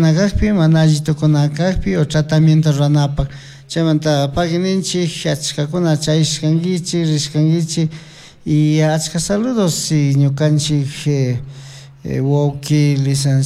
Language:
Chimborazo Highland Quichua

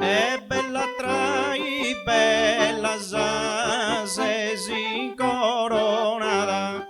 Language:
Sardinian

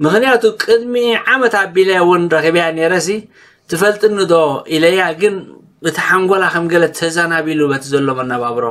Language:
Tigrinya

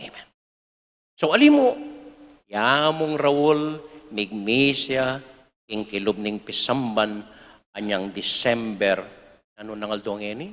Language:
Pampanga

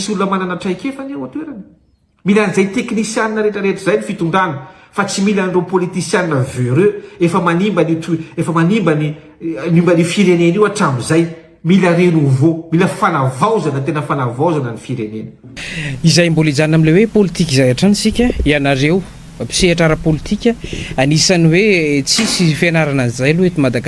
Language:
Malagasy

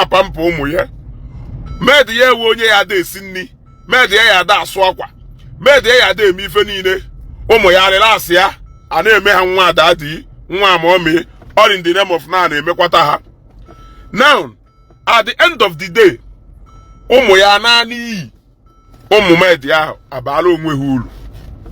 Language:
Igbo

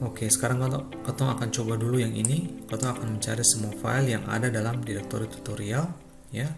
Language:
Ambonese Malay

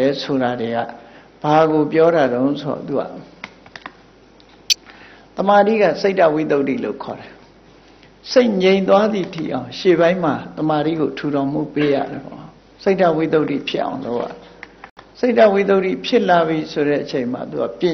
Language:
Burmese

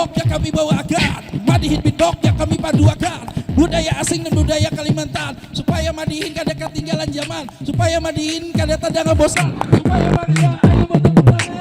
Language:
Banjar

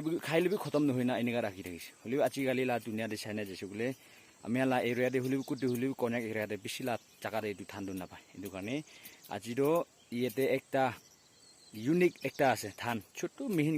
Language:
Naga Pidgin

